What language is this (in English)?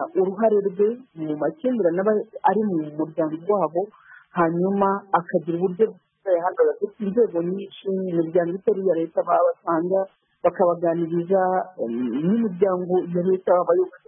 Kinyarwanda